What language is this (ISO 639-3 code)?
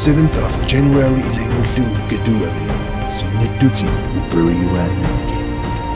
kal